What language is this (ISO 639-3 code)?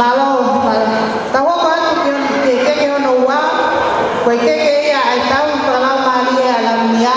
ton